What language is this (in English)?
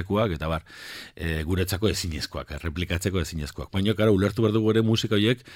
Basque